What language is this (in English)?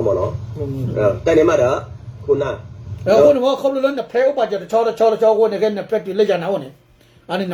S'gaw Karen